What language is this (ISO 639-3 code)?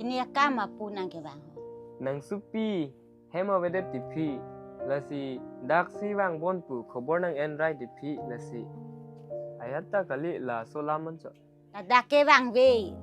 mjw